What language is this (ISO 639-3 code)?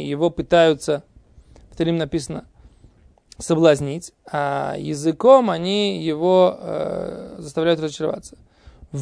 rus